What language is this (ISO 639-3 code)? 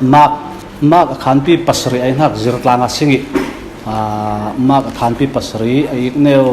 cfm